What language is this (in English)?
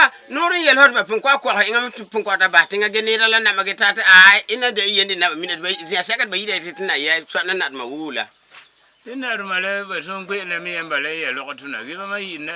Frafra